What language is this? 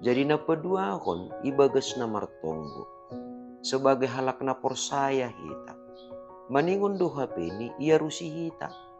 Batak Simalungun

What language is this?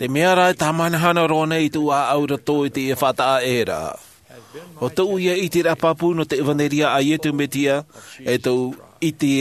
Tahitian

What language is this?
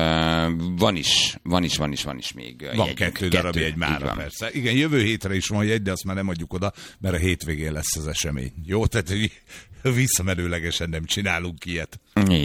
Hungarian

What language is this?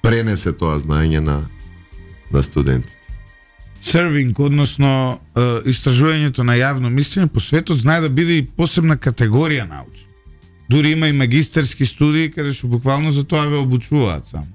Macedonian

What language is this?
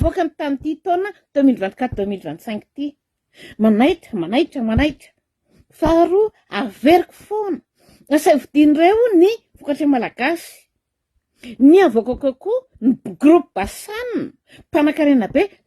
Malagasy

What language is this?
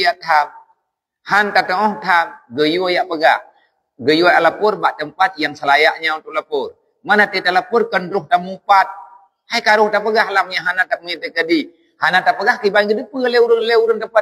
Achinese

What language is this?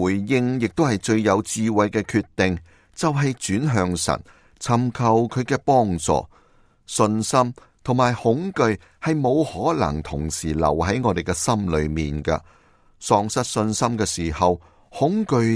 Cantonese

